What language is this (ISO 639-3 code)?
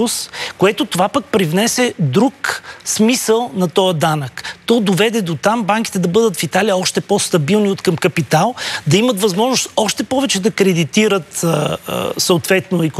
bul